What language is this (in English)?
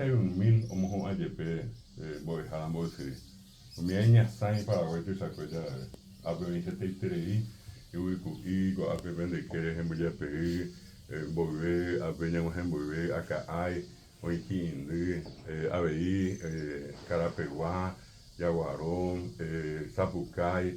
Guarani